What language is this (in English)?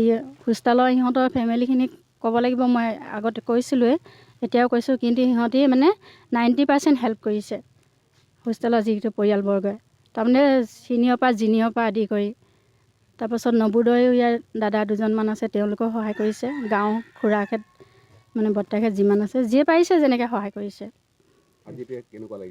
Assamese